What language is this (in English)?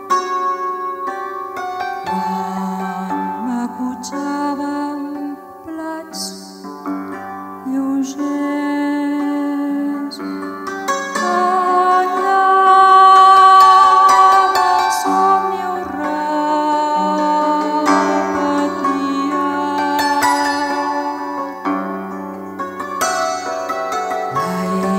Catalan